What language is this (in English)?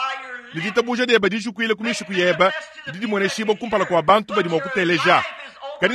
Luba-Lulua